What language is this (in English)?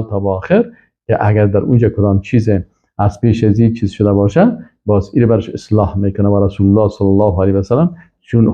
Persian